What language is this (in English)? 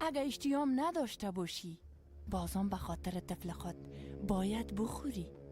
Persian